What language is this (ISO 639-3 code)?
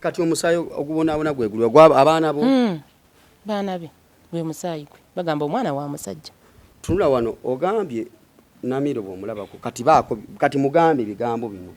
lug